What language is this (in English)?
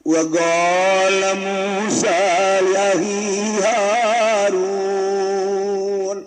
Sundanese